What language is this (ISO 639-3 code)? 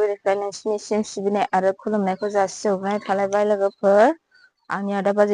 brx